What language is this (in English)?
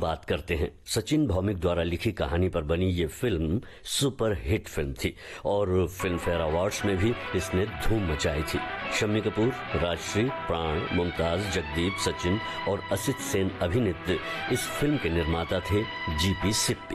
Hindi